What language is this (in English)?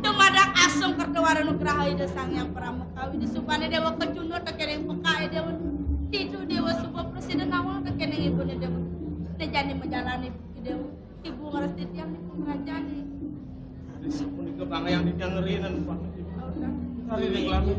Balinese